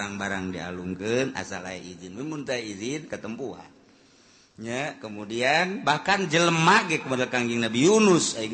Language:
Sundanese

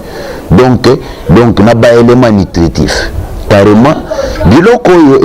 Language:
Lingala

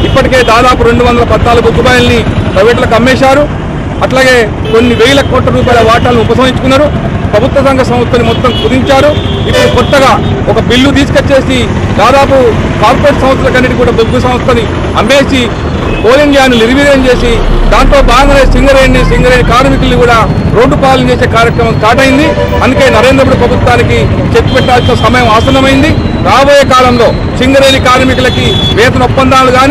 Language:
Telugu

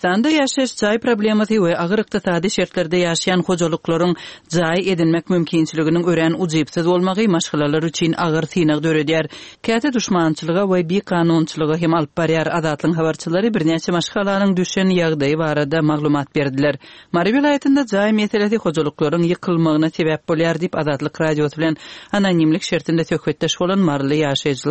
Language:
Turkmen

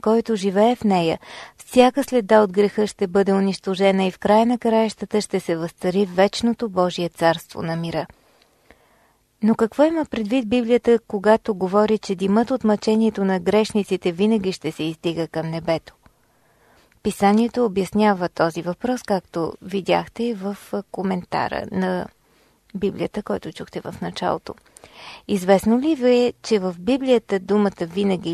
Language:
Bulgarian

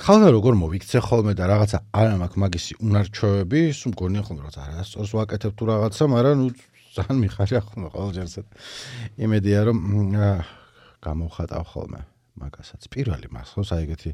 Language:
Georgian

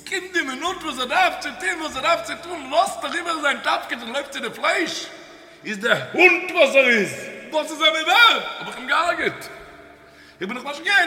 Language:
Yiddish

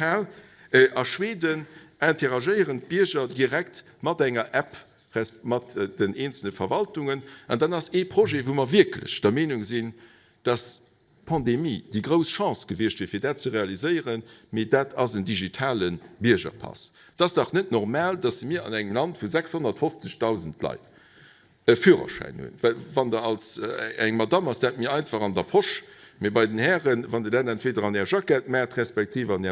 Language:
Luxembourgish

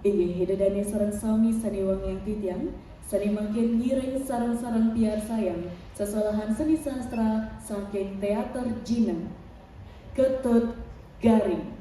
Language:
Balinese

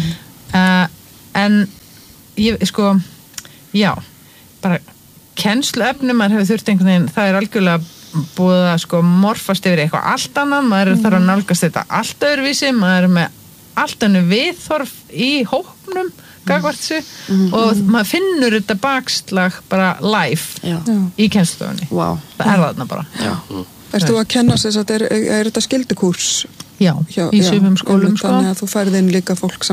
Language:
Icelandic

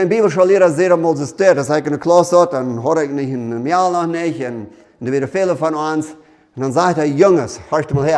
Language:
Plautdietsch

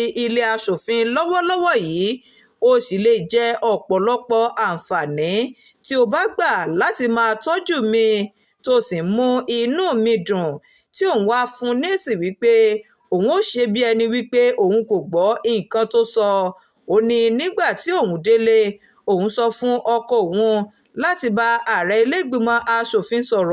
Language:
Yoruba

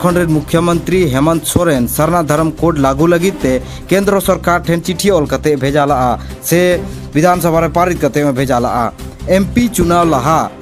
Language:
Santali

